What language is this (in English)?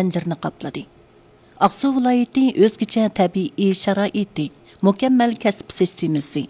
Uyghur